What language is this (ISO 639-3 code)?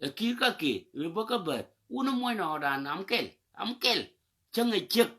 nus